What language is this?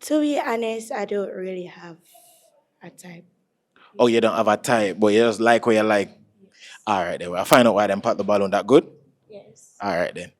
Jamaican Creole English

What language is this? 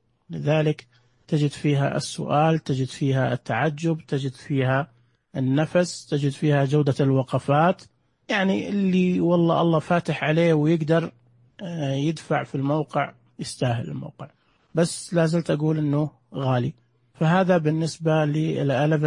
Najdi Arabic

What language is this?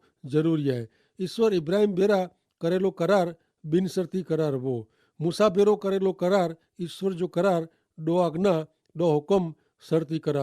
Kachhi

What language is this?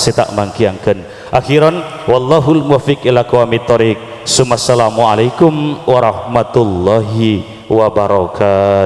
Madurese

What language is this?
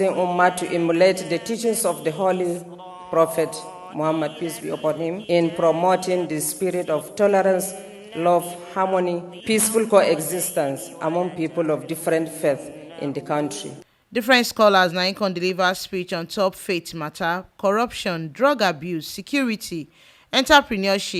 Nigerian Pidgin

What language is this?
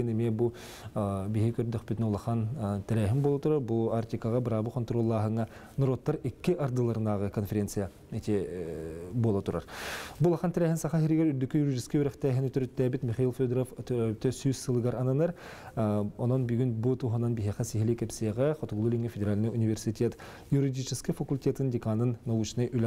Yakut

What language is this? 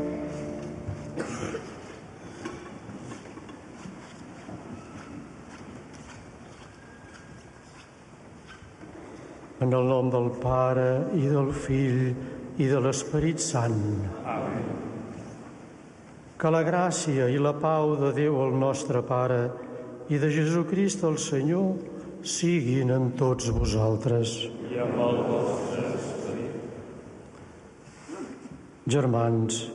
Catalan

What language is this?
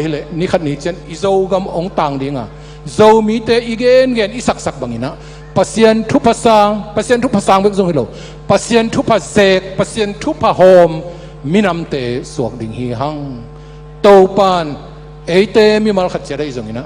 Tedim Chin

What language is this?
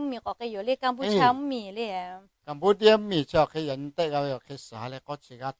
Lahu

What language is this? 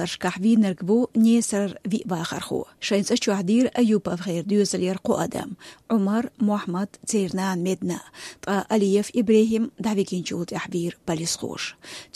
Chechen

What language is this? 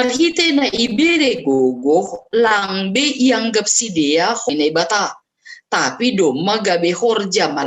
Batak Simalungun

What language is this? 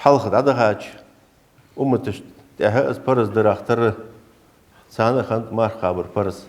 Ingush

